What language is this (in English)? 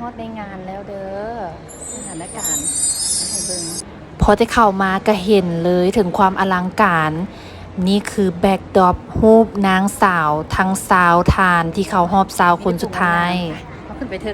Lao